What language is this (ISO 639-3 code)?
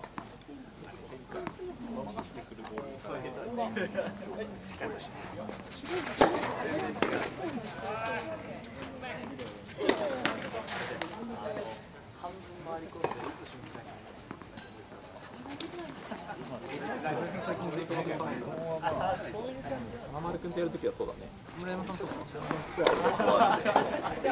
jpn